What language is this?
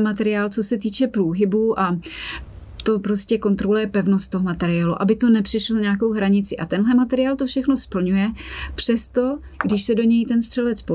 Czech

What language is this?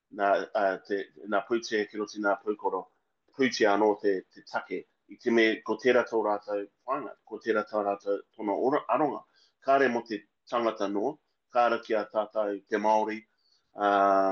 Māori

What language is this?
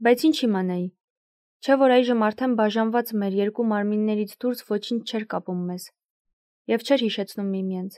Armenian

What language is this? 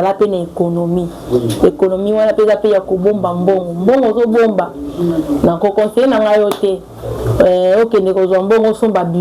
Lingala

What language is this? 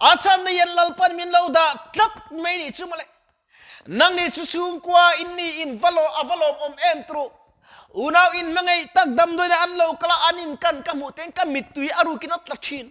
Mizo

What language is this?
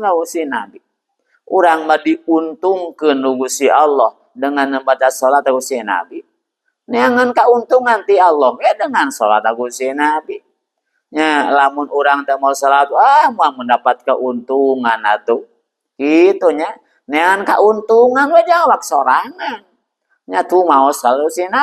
Sundanese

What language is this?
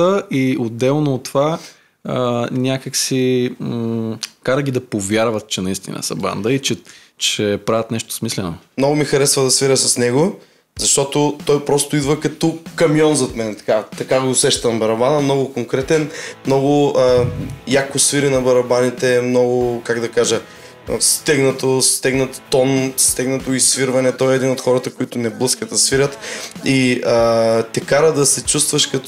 Bulgarian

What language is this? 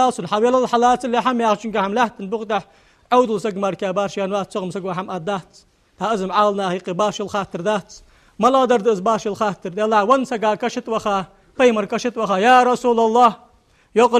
Ingush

